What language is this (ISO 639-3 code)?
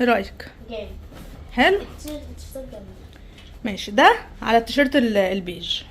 arz